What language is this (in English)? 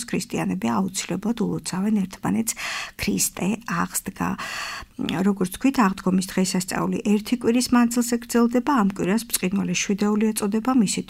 Georgian